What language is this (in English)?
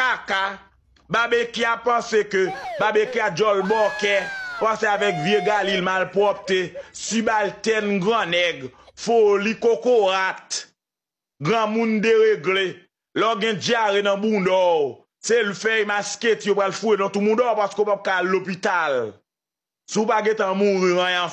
Haitian Creole